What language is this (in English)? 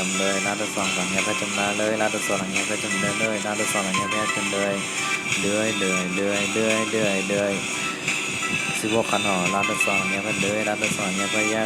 Shan